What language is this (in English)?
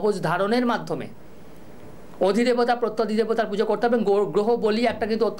Bangla